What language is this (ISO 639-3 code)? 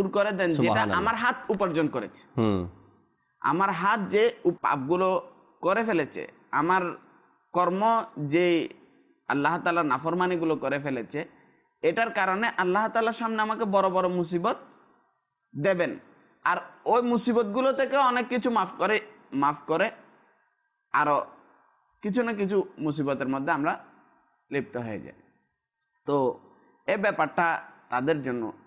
ben